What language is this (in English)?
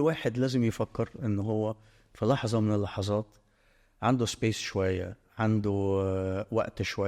Egyptian Arabic